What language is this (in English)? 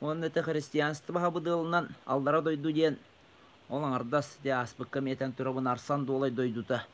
Yakut